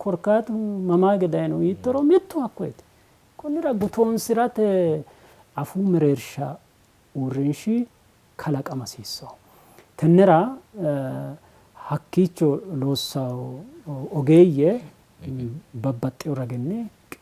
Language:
Sidamo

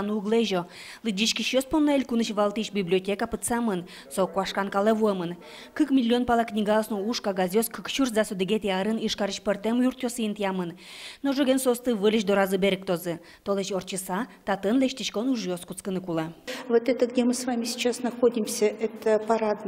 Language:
Udmurt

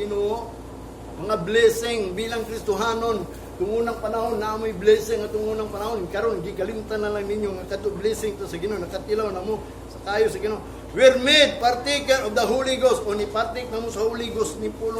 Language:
Cebuano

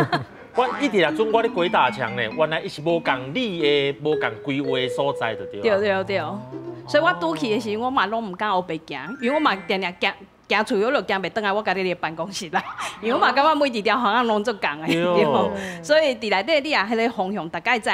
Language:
Min Nan Chinese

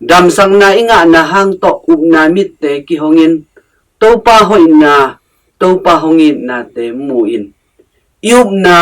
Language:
Tedim Chin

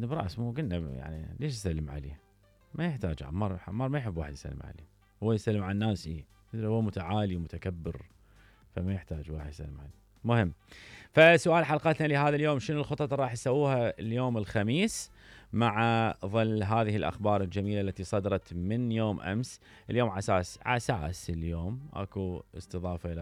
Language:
Mesopotamian Arabic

